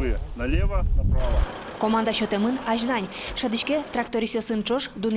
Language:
Udmurt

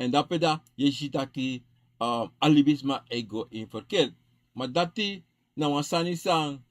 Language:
Sranan Tongo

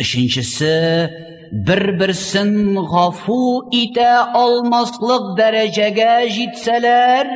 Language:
Tatar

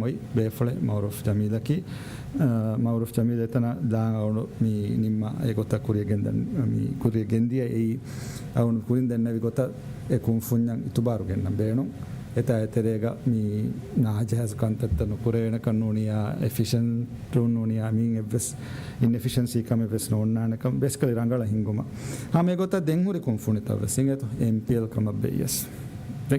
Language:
Divehi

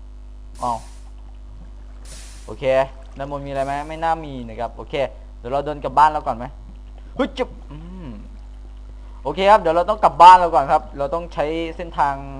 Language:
Thai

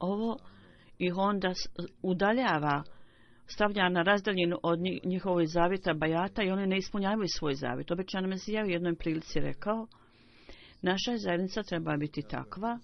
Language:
Bosnian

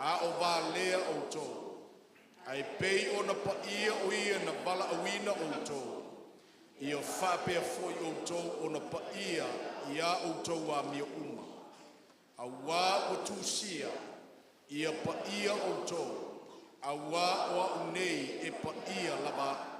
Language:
Samoan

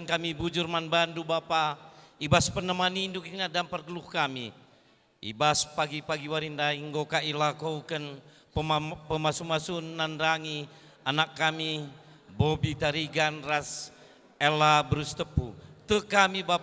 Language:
Batak Karo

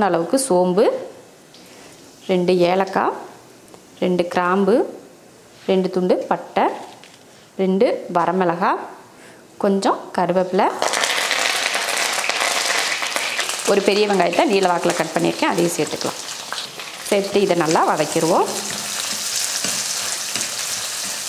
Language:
Tamil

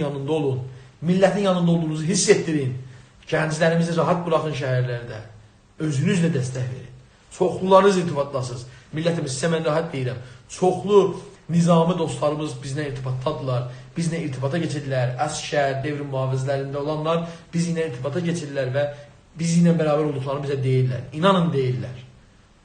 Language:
South Azerbaijani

